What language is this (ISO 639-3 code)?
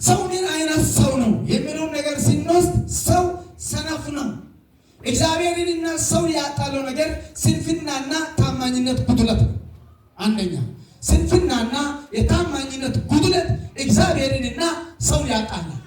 amh